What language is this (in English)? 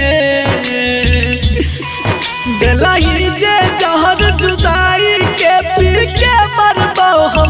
Bhojpuri